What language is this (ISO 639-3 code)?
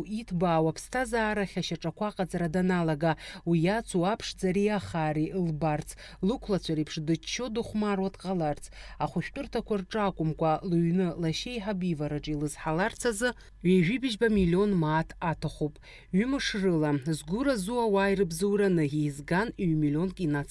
abk